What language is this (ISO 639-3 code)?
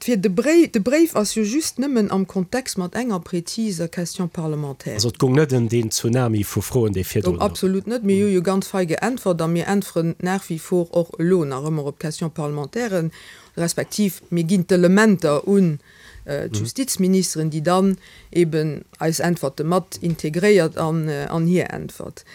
ltz